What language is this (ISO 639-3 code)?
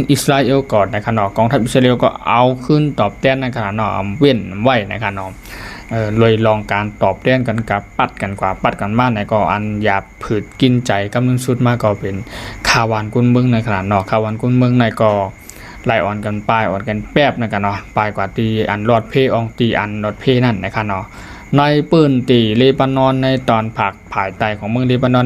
lao